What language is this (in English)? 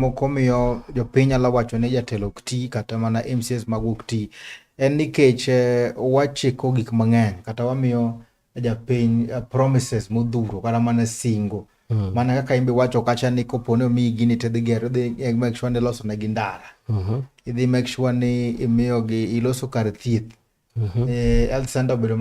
Luo (Kenya and Tanzania)